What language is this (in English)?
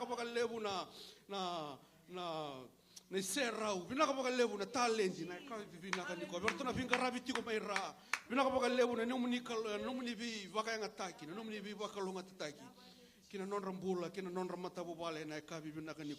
Fijian